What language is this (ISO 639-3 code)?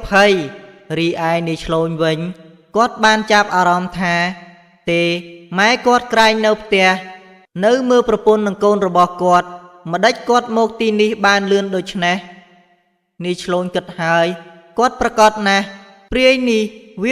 khm